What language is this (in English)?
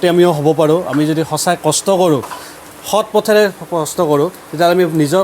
Assamese